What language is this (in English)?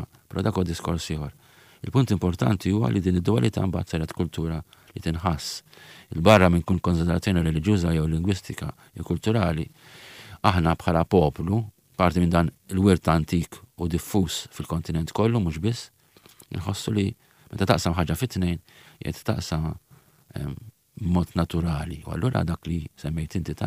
Maltese